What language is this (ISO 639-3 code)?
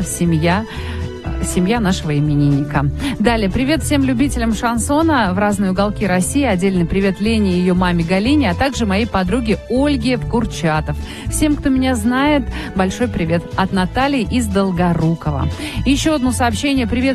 rus